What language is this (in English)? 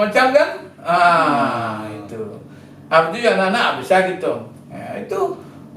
Minangkabau